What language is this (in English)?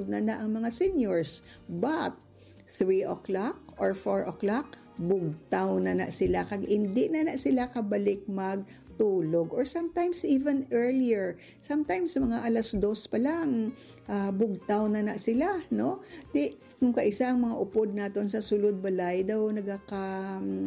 Hiligaynon